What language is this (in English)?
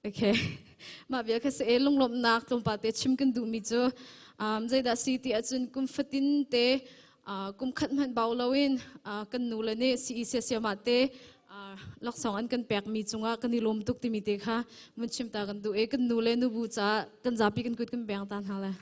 Hakha Chin